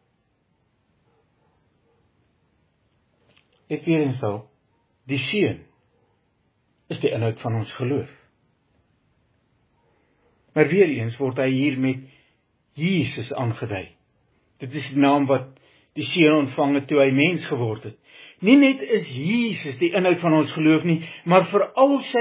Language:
Afrikaans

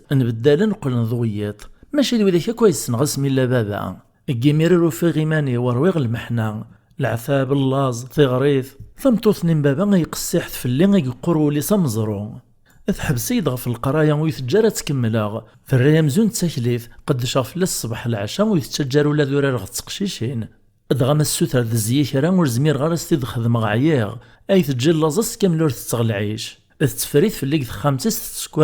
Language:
Kabyle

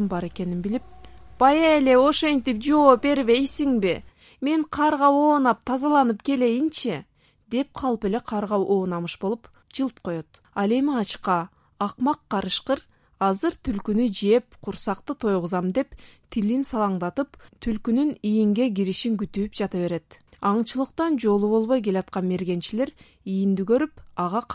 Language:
Kyrgyz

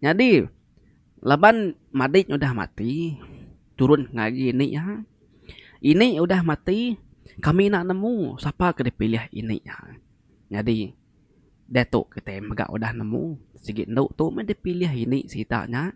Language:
Iban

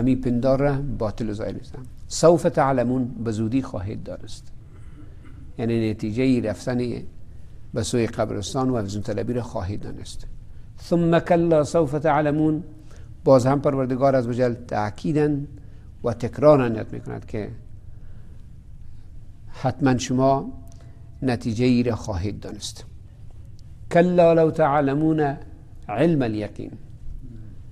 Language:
Persian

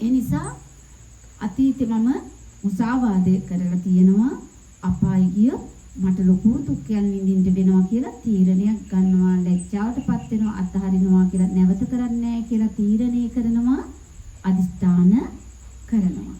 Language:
Sinhala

